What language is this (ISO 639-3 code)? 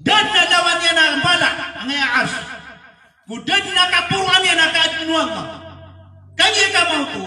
mrw